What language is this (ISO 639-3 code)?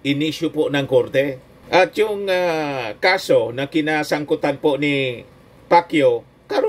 fil